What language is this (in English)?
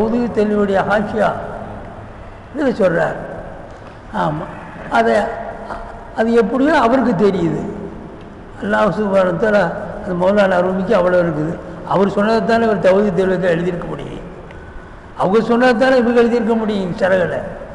Tamil